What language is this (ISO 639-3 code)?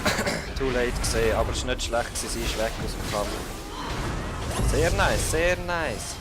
gsw